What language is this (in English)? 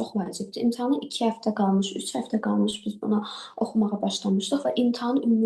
Azerbaijani